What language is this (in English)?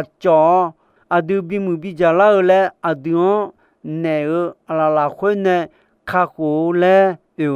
Akha